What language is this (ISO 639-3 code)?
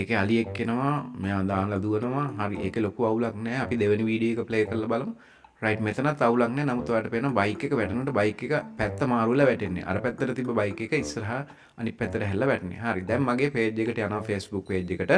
sin